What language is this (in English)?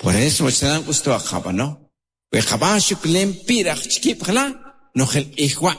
Kʼicheʼ